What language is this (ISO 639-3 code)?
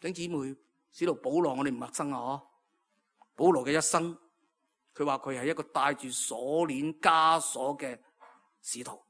yue